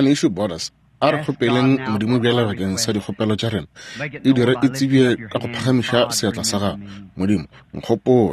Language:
Northern Sotho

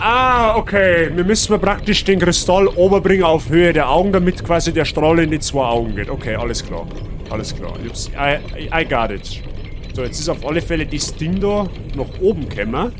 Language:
Bavarian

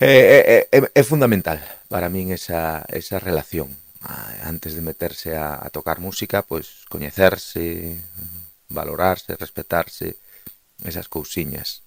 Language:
Galician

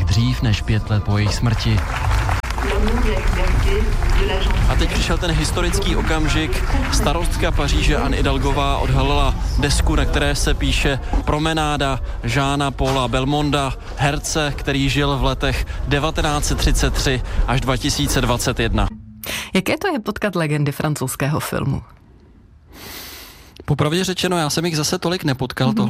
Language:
Czech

